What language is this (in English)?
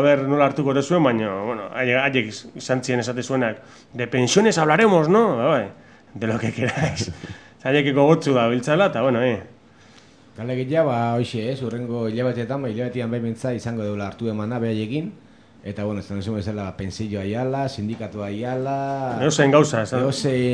Basque